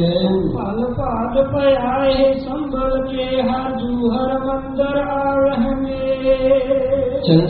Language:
Punjabi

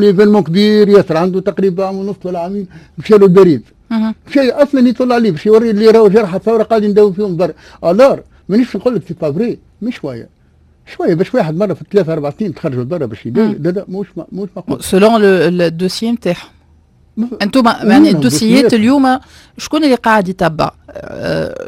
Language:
Tunisian Arabic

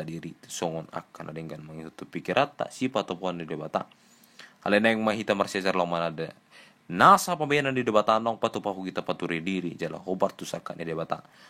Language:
Batak Toba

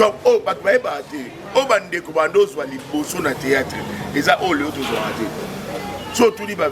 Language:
Lingala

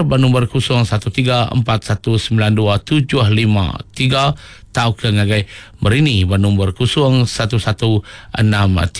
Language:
Iban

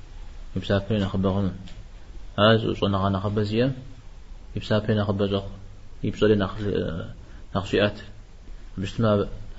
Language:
Kabardian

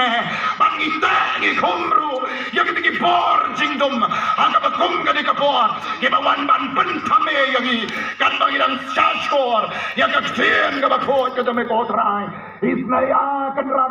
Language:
Khasi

